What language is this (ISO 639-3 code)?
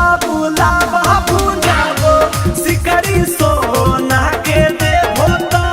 mag